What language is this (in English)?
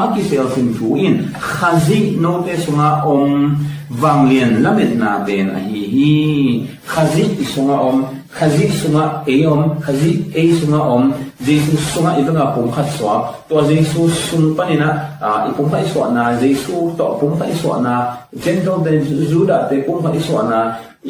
Tedim Chin